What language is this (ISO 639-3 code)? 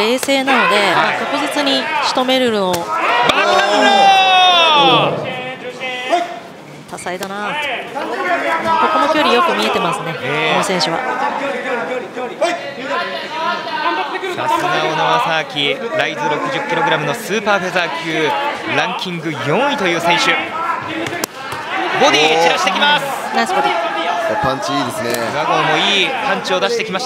jpn